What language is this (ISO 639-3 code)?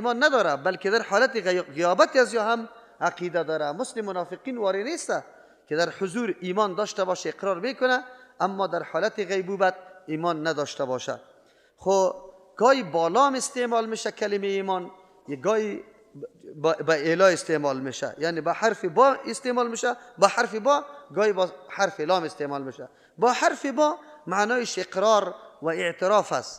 fas